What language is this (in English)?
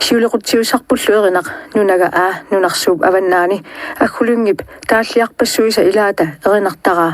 Kalaallisut